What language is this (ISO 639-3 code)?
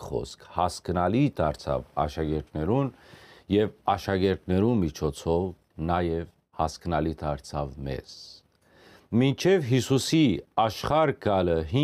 hyw